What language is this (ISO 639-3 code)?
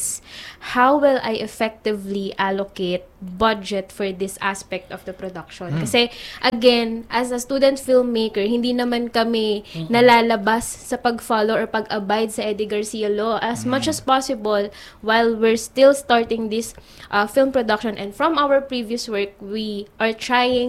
fil